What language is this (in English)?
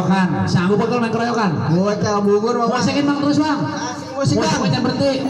Betawi